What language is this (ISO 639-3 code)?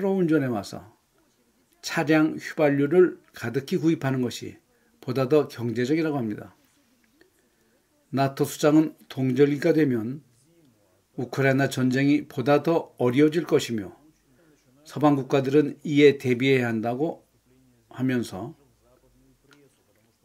kor